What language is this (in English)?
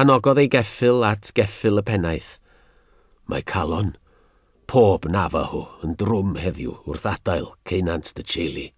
Welsh